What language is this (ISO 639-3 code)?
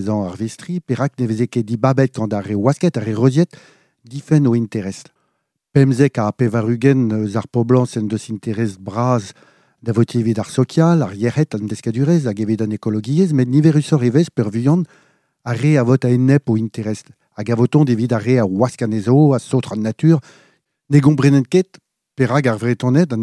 bre